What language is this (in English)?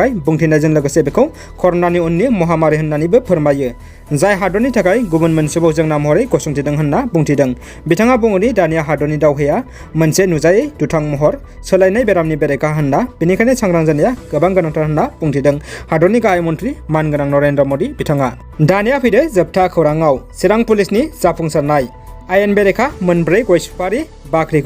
Bodo